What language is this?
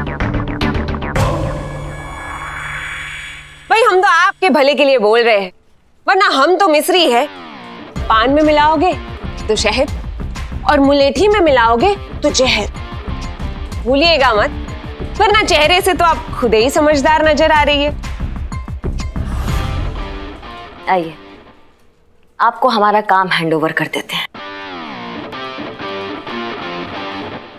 Hindi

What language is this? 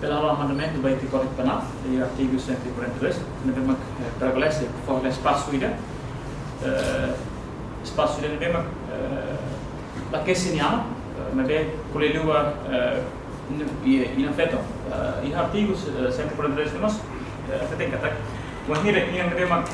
Tetum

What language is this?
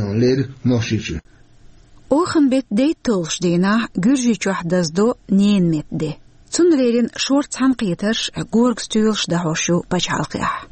Chechen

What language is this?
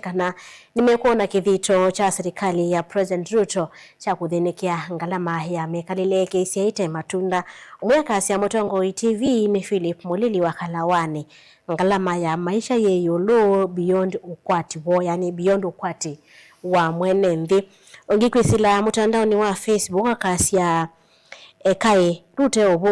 Kamba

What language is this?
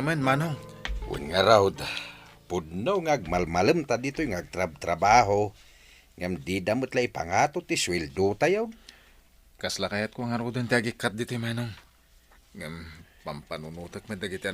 Iloko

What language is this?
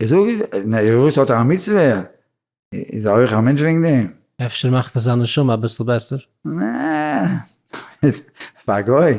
Yiddish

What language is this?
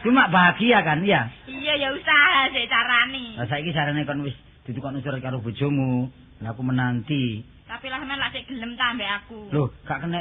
Javanese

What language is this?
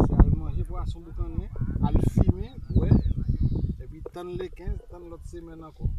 Haitian Creole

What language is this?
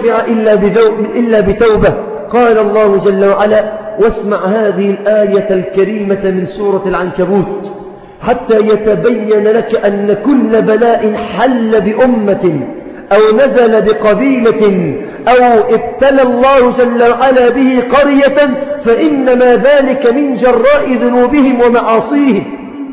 Arabic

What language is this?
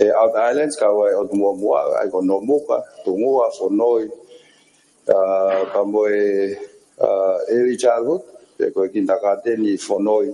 Tongan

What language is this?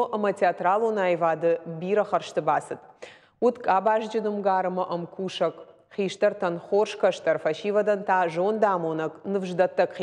Ossetic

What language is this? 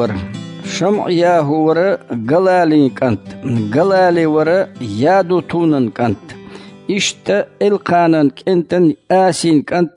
Chechen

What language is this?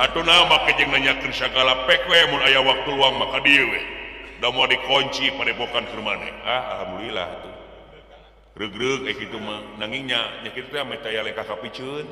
Sundanese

